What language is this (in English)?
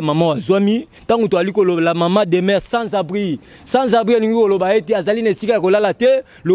Lingala